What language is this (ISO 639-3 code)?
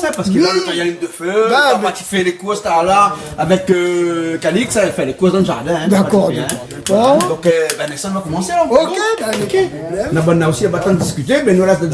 rcf